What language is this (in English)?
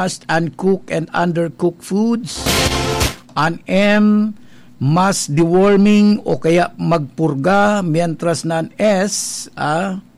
Bikol